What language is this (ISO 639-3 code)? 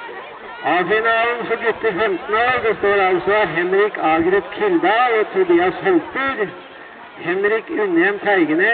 nor